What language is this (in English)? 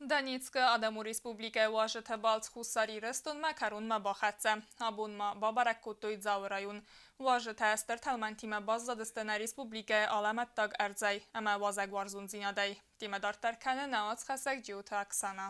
Ossetic